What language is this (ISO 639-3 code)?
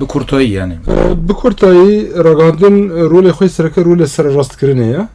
kur